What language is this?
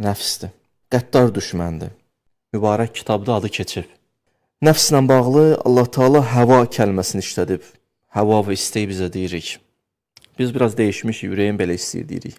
Azerbaijani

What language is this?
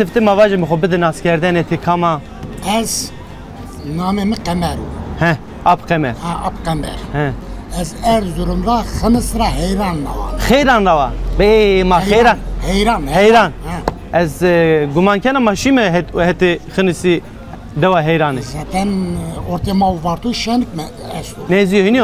Zaza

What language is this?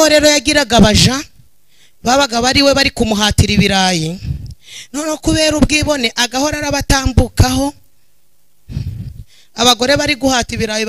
Kinyarwanda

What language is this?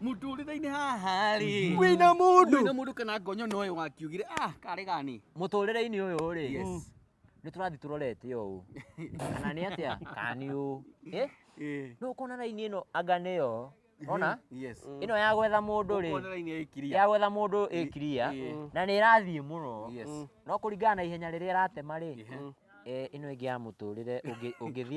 Kikuyu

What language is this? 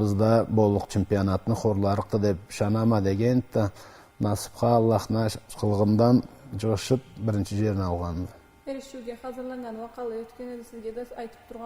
Karachay-Balkar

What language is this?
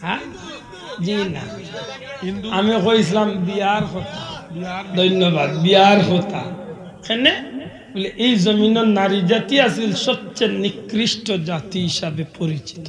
Sylheti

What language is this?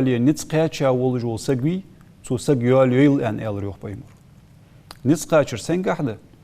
Ingush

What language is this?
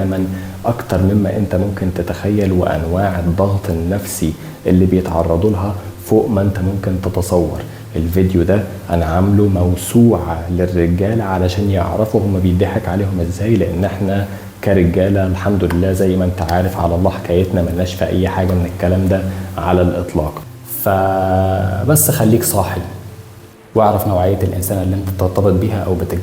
Egyptian Arabic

